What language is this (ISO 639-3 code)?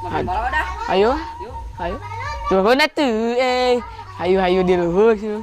sun